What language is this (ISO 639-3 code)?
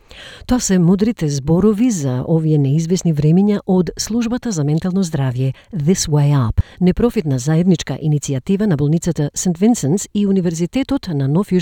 mkd